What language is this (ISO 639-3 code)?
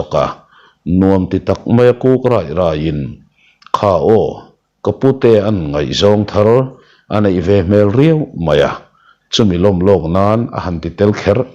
lus